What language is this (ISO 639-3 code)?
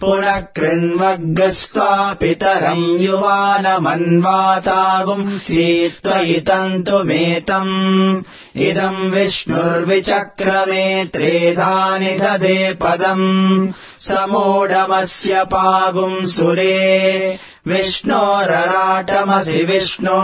san